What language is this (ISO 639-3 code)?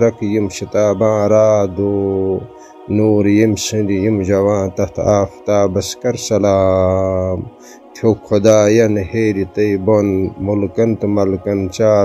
kas